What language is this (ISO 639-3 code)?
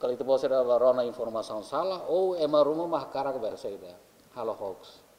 tet